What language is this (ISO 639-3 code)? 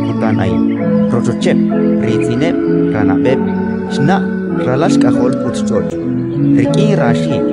kek